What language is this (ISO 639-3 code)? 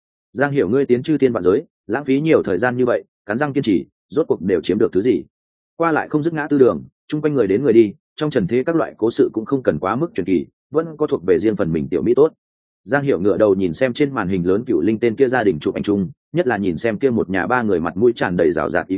vie